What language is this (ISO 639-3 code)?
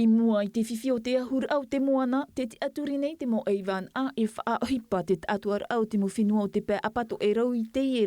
tah